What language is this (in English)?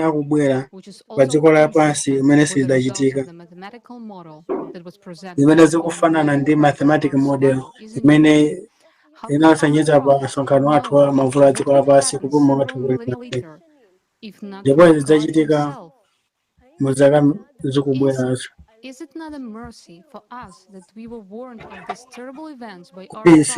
Nyanja